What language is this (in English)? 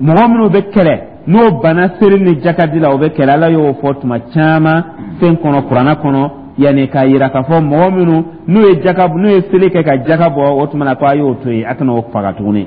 Dyula